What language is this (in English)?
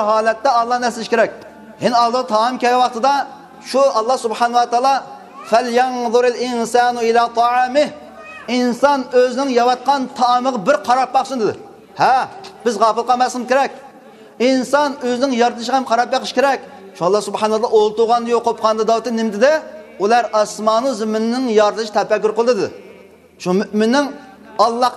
Uyghur